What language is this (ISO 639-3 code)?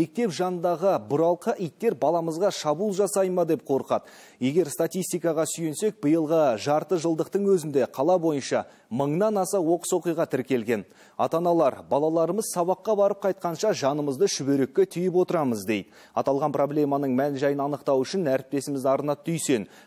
kaz